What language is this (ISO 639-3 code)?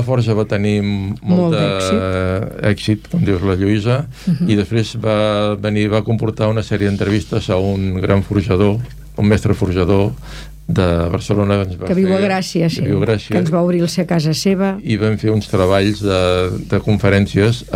cat